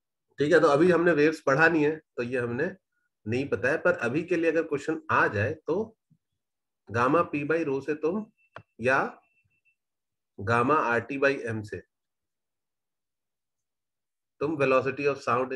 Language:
Hindi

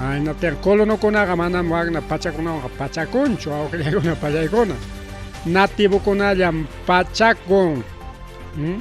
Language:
Ayacucho Quechua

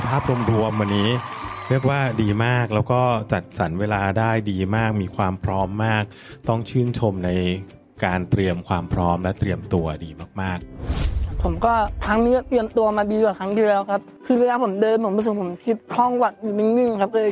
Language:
Thai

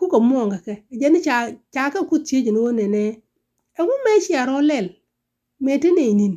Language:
Nuer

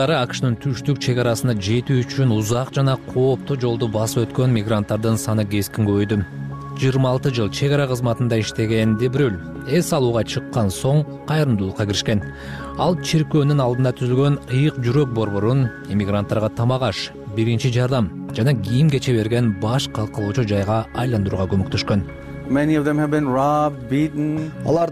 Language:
Kyrgyz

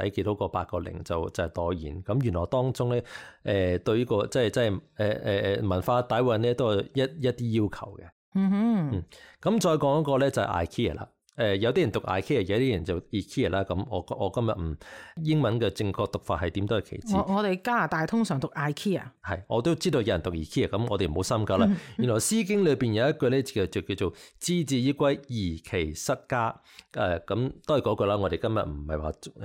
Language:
Cantonese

